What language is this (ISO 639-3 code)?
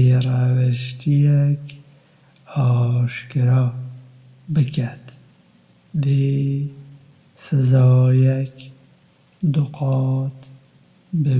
kur